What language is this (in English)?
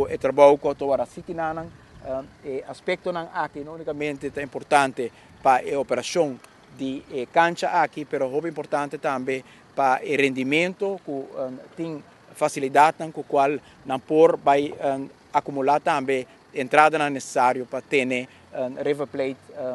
Papiamento